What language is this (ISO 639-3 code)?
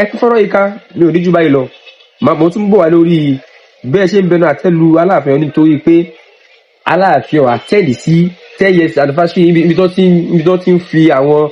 yor